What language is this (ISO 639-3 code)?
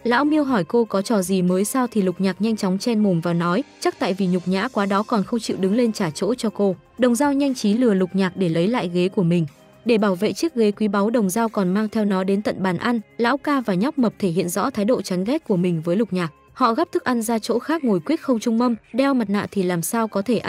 vie